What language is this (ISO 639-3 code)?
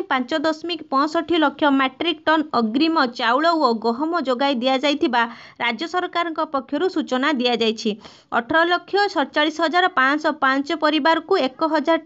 ori